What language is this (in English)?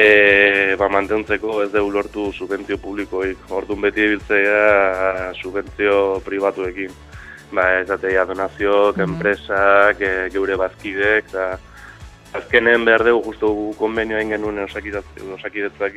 Basque